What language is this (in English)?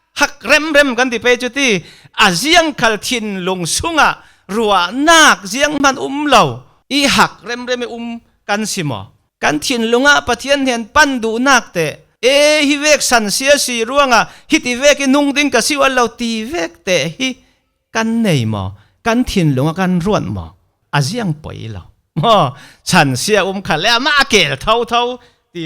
Falam Chin